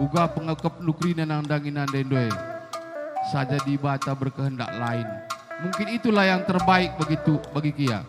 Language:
Batak Karo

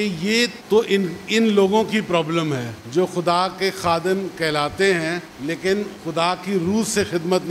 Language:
Urdu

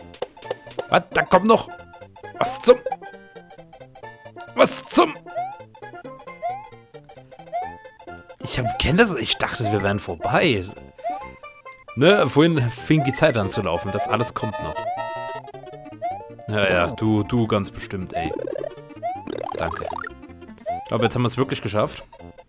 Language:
German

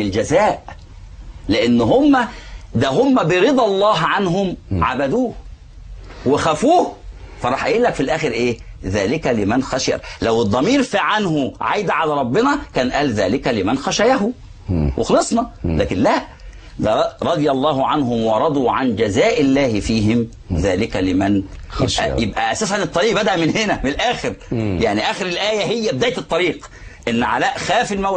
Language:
Egyptian Arabic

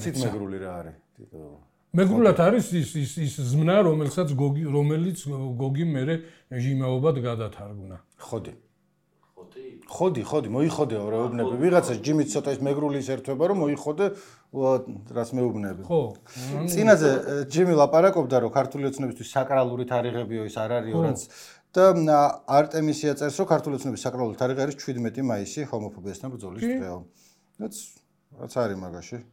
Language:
Georgian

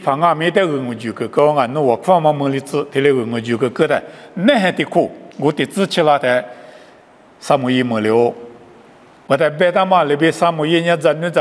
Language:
Lisu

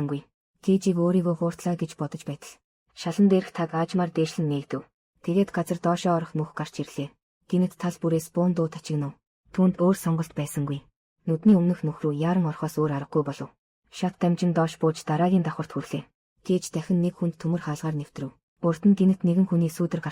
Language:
Mongolian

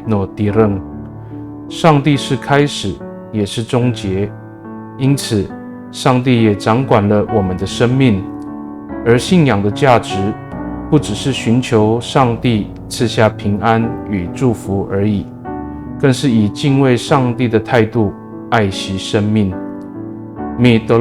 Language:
Amis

